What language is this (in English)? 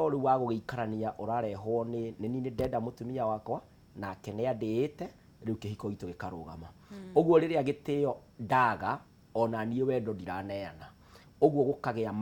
Kikuyu